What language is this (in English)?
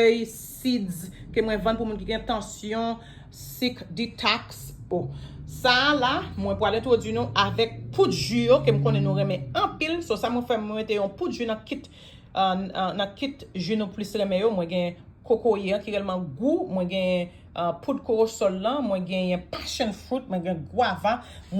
Haitian Creole